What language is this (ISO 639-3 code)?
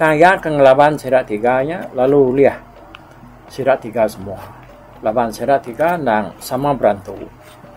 iba